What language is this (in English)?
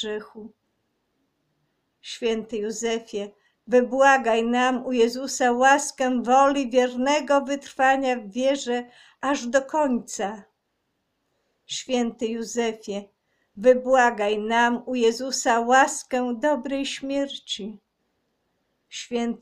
Polish